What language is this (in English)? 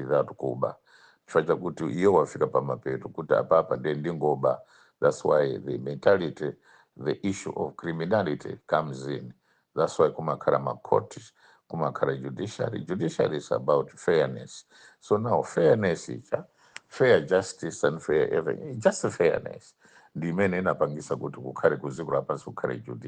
Nyanja